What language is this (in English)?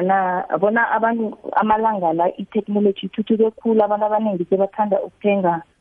South Ndebele